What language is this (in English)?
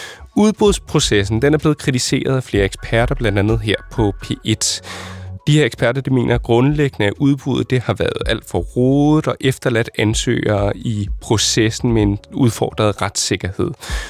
Danish